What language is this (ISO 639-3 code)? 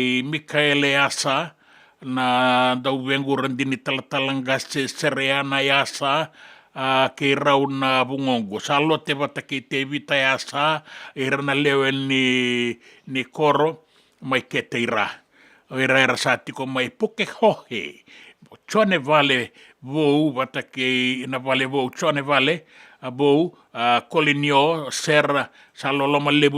fij